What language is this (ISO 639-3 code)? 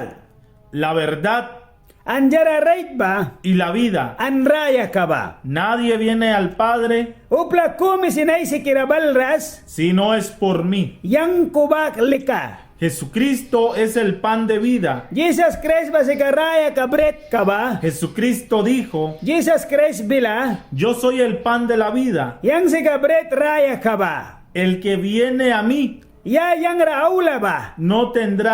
miq